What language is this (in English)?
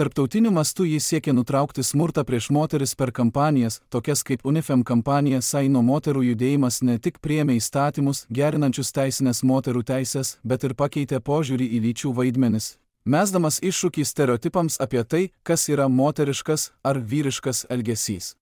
Lithuanian